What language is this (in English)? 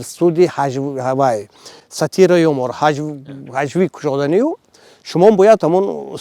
Tajik